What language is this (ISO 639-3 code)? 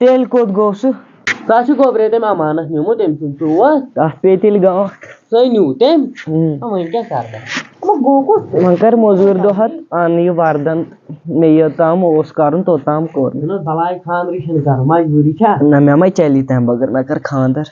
kas